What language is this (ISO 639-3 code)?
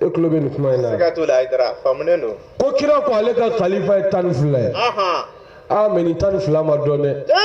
bam